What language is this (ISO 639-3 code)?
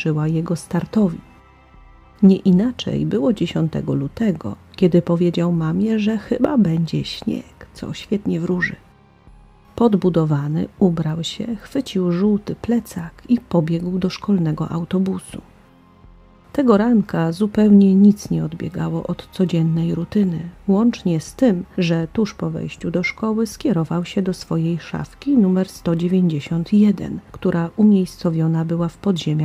pol